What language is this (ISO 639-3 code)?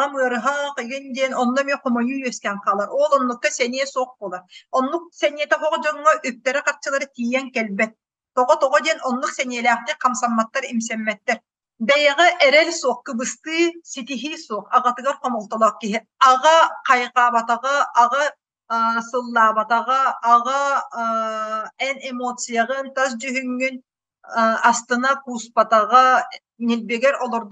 sah